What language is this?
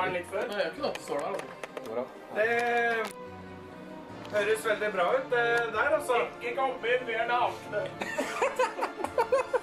Norwegian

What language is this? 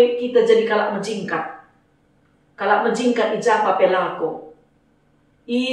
Batak Karo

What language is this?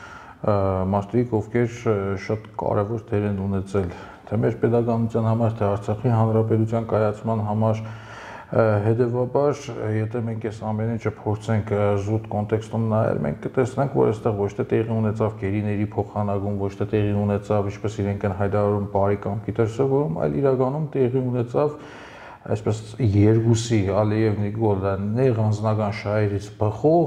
Armenian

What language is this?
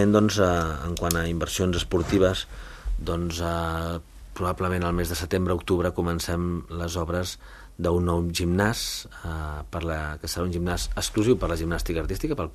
Catalan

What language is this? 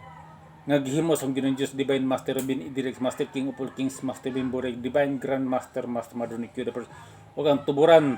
Cebuano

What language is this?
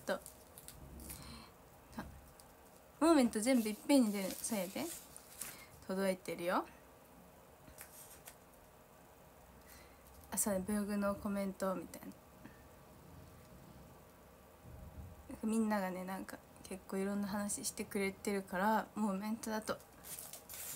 Japanese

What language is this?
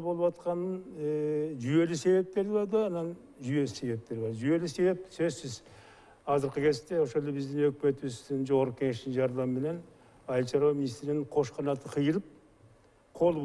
Kyrgyz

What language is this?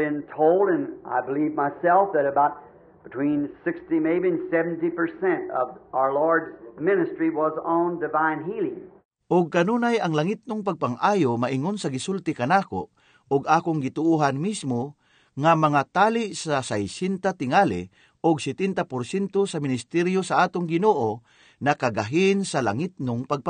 Cebuano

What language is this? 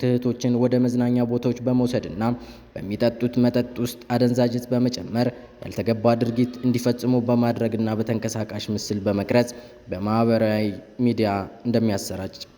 Amharic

